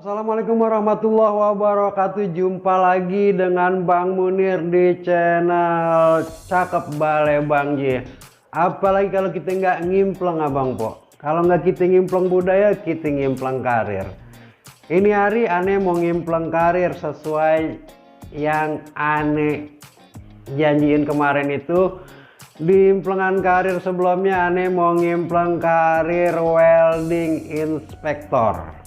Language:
Betawi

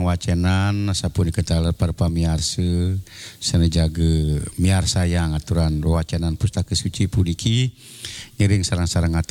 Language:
Balinese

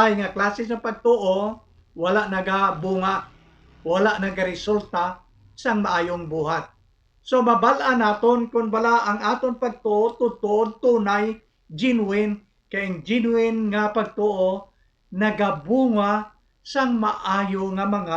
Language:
Hiligaynon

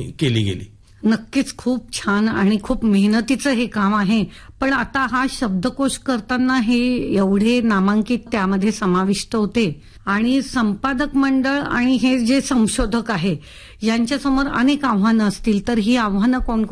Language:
Marathi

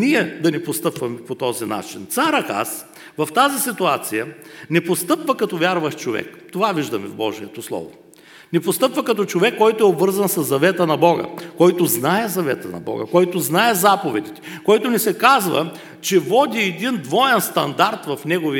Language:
Bulgarian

